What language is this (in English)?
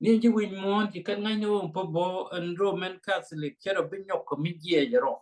Nuer